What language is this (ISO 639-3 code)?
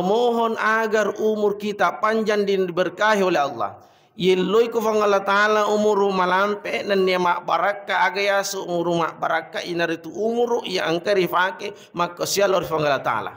bug